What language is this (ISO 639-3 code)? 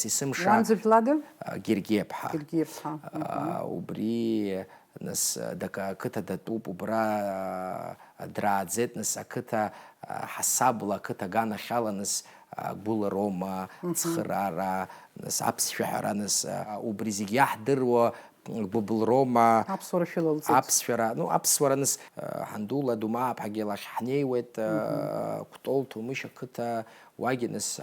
abk